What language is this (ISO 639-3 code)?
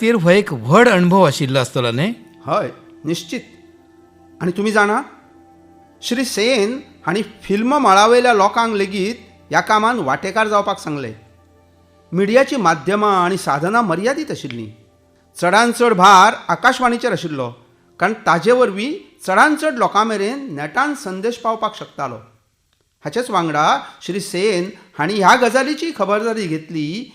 kok